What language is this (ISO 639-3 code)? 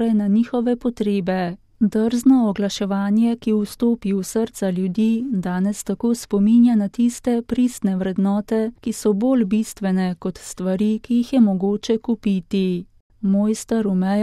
slv